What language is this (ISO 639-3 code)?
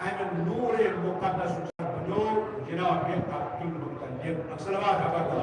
kas